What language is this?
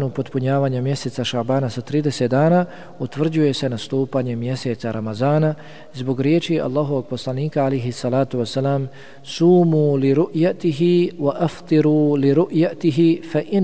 Bosnian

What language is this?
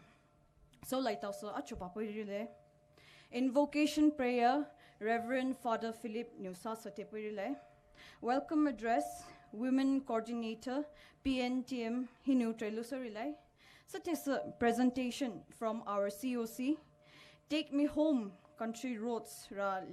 Poumei Naga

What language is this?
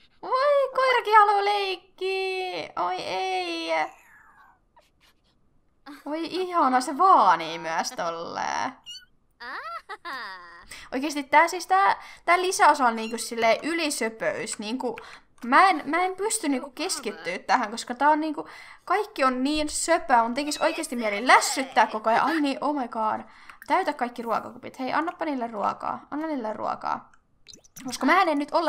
Finnish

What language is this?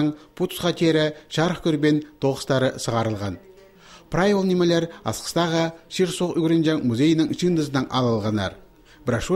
Khakas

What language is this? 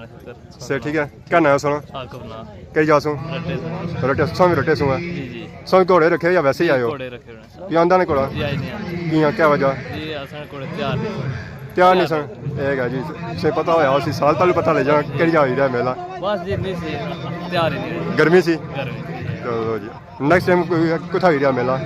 Pahari-Potwari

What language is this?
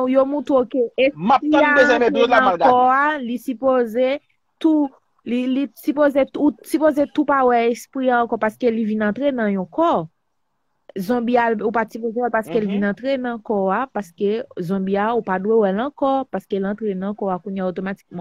Haitian Creole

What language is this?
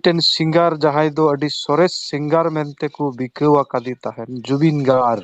Santali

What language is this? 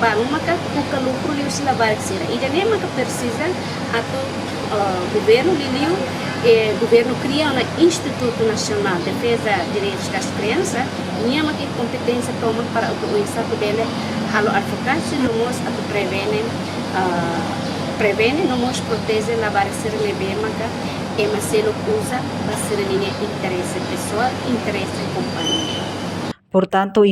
Tetum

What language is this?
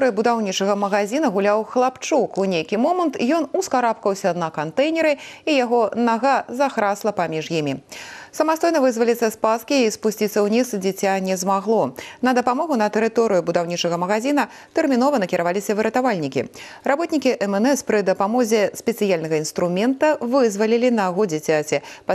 Belarusian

